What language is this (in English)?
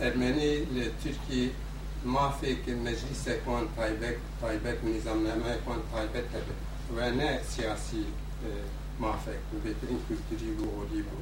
Kurdish